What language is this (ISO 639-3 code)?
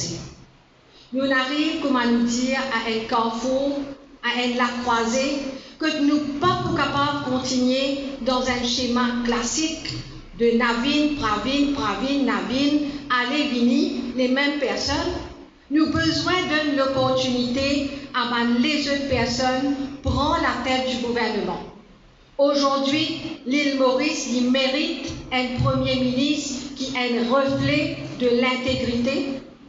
mfe